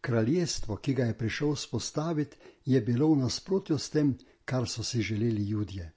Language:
Slovenian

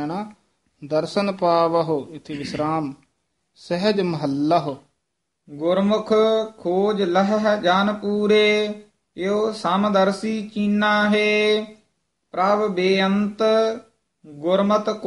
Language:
Punjabi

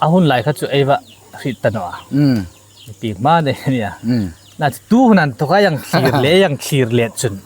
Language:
Hmar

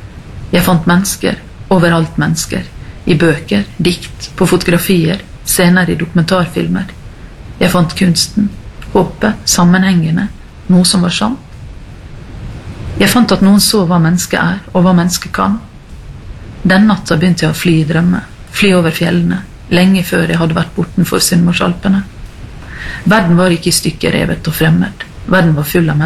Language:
Norwegian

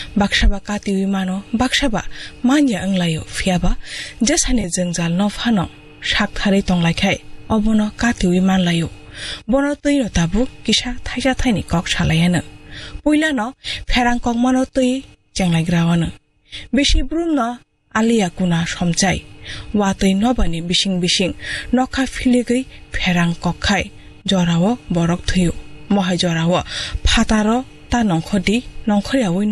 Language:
Kok Borok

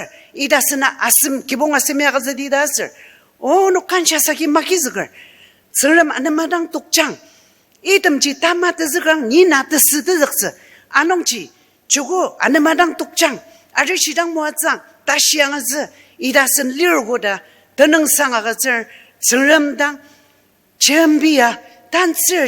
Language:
Ao Naga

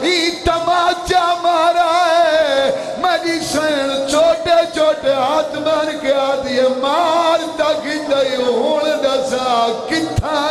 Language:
Saraiki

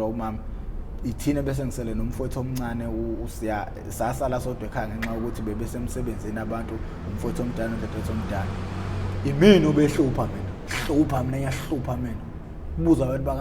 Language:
Zulu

